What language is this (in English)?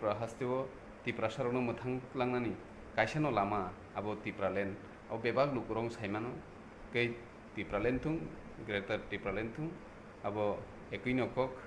Kok Borok